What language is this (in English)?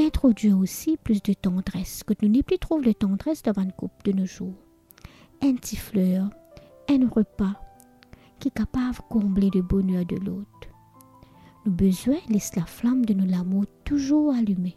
Morisyen